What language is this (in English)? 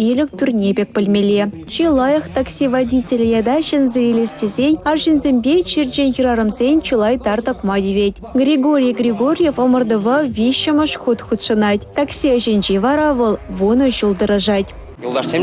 Chuvash